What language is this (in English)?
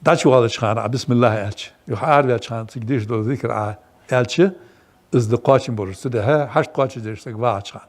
Ingush